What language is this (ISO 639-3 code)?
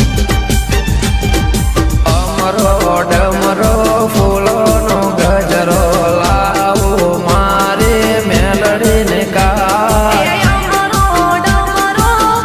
guj